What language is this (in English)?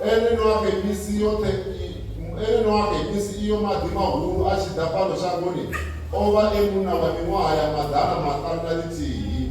Venda